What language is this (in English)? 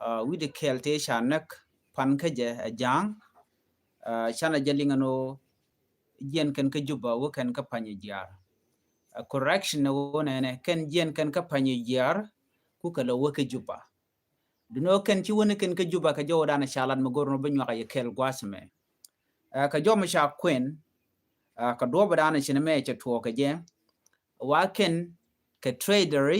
Nuer